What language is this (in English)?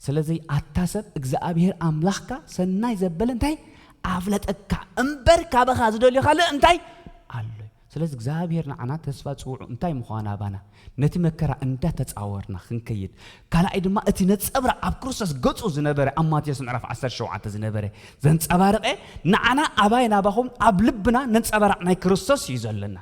Tigrinya